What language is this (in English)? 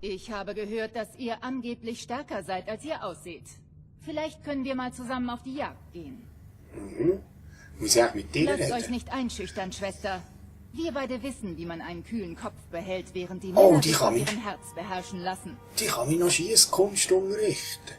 Swiss German